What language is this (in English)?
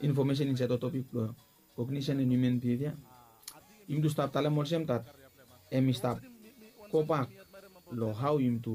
Bislama